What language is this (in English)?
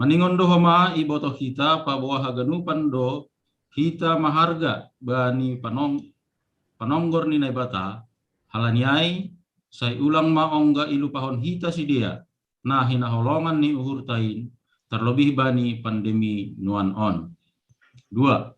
Batak Simalungun